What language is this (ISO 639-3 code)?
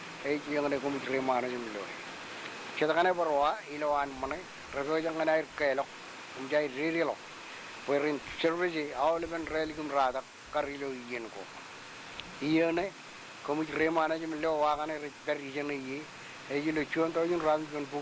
mah